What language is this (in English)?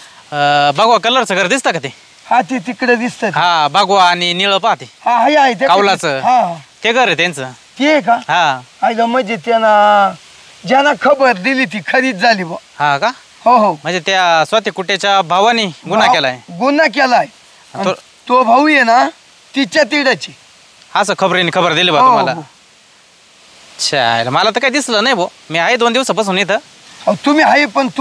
Marathi